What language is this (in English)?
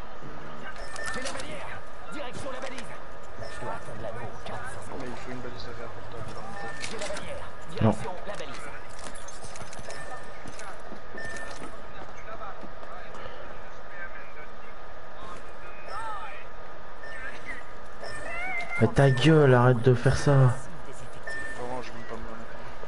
French